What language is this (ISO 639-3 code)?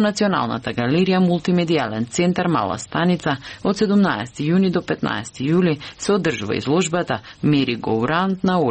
mkd